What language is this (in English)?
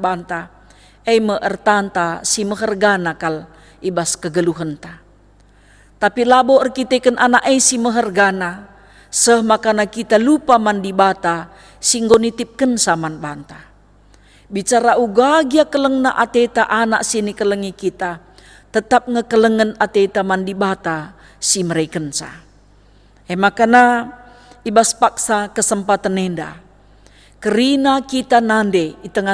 Batak Karo